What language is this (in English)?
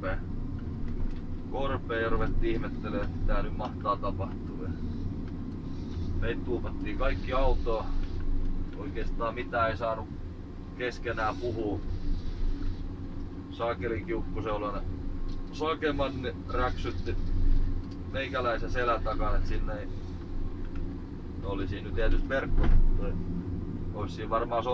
Finnish